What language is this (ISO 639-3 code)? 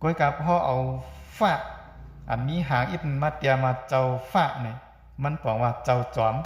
shn